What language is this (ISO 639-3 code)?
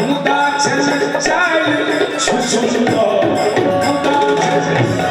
mai